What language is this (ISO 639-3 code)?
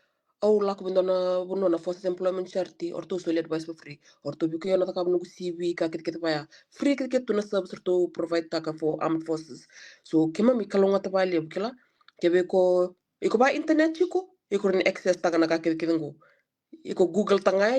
fij